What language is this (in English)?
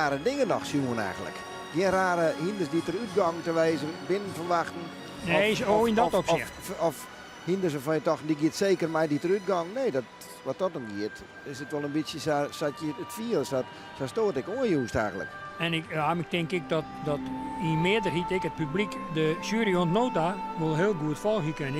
Western Frisian